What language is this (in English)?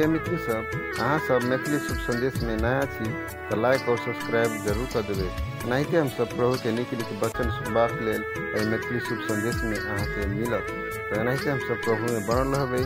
Maithili